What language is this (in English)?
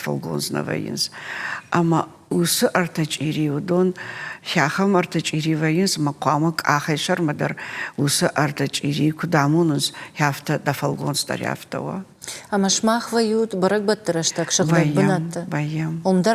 Ossetic